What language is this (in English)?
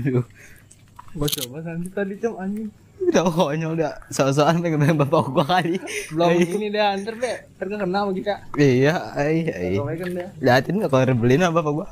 Betawi